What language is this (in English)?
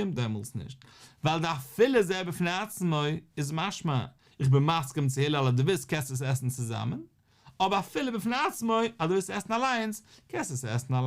Yiddish